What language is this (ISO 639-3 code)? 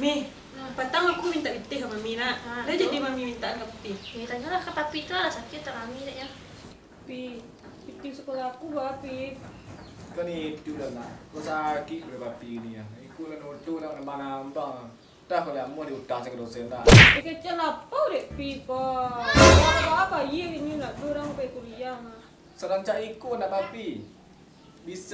min